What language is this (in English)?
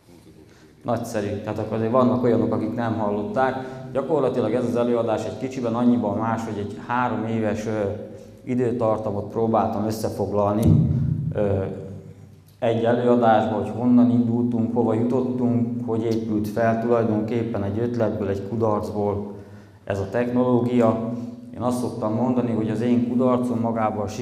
Hungarian